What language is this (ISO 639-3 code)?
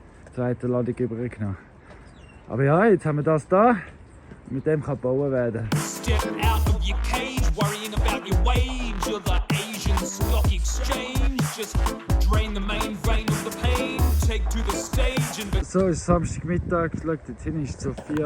gsw